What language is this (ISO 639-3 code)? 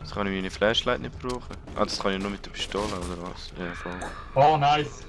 gsw